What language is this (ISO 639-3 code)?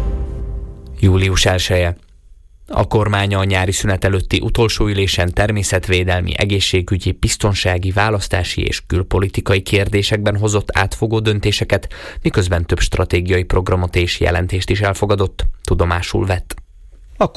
hun